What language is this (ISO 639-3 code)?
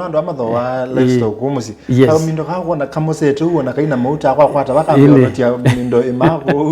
kam